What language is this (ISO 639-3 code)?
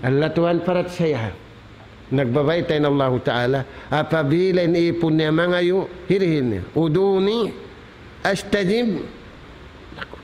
tsg